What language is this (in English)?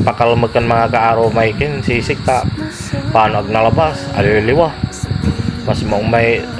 Pangasinan